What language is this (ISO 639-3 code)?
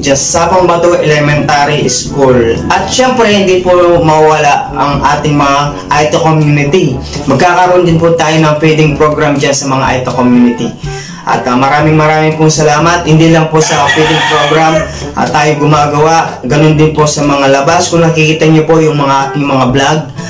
fil